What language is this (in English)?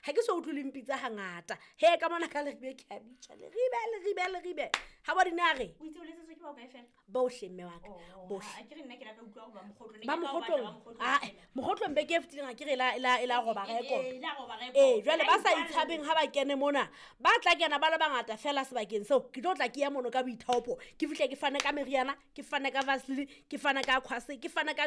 Southern Sotho